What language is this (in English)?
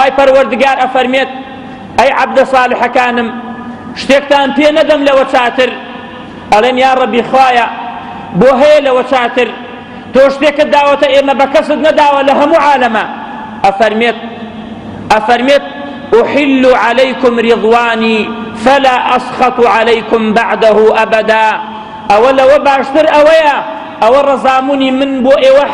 Central Kurdish